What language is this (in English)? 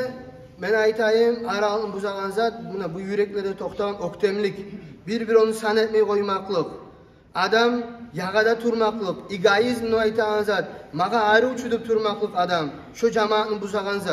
Kumyk